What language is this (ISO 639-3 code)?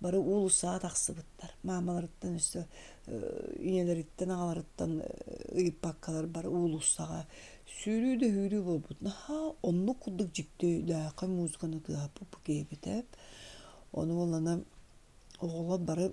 sah